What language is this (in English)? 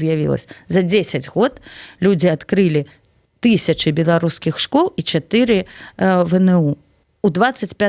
Belarusian